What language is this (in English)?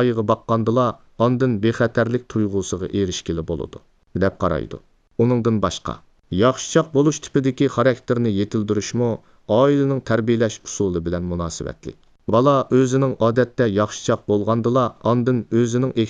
Uyghur